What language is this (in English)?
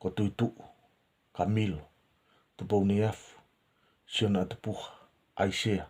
Tongan